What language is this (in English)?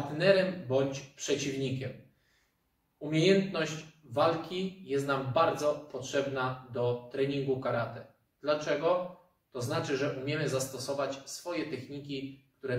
Polish